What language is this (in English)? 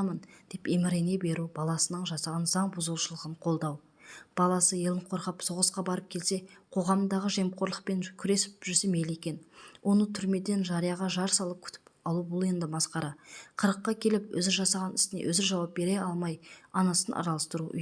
Kazakh